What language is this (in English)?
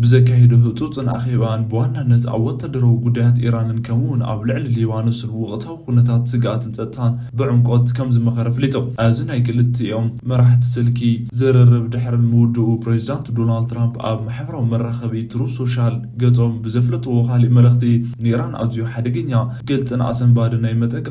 Tigrinya